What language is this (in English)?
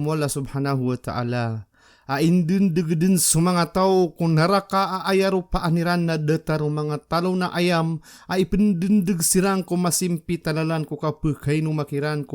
Maranao